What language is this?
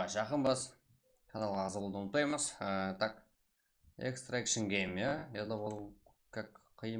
Kara-Kalpak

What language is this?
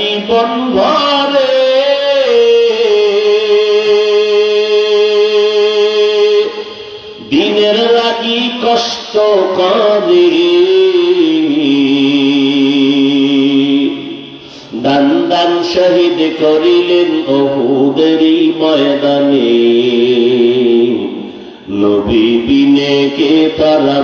Bangla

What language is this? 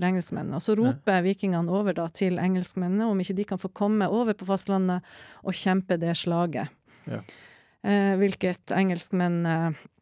Norwegian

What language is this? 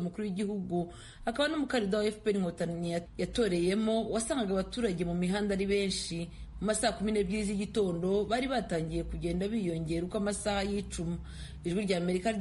Kinyarwanda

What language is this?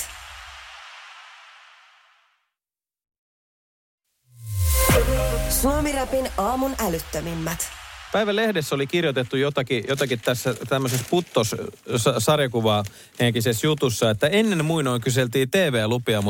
Finnish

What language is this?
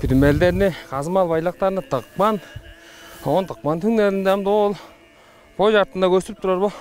Tuvinian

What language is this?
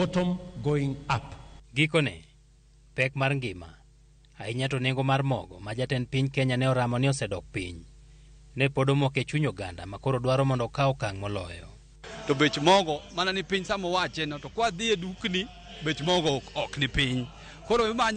Luo (Kenya and Tanzania)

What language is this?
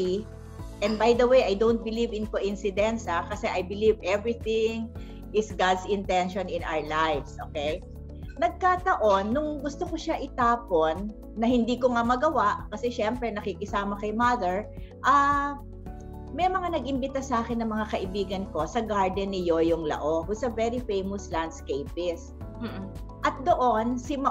Filipino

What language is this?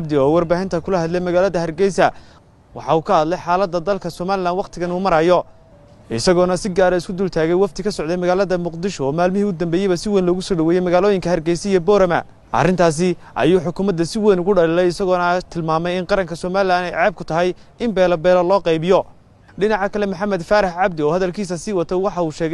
Somali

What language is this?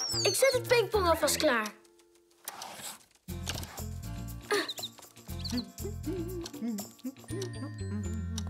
Dutch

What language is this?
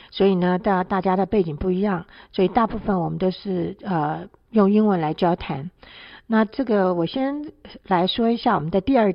Chinese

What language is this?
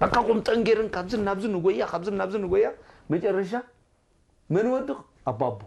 Tigrinya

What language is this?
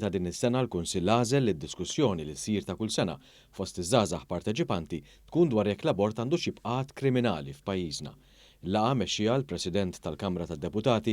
Maltese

